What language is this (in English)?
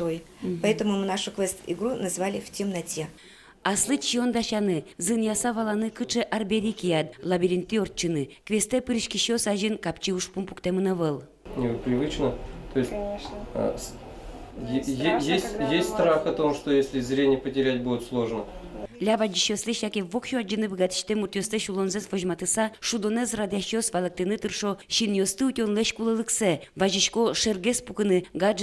Udmurt